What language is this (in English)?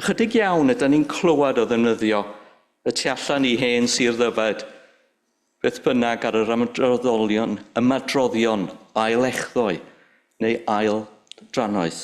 Welsh